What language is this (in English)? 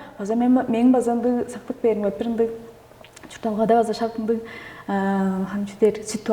Tuvinian